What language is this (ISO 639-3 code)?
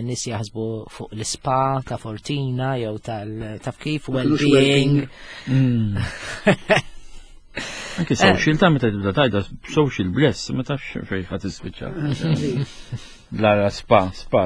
mlt